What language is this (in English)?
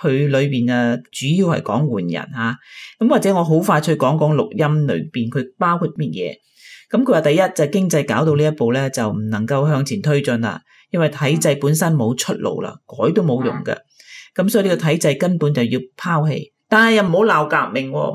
Cantonese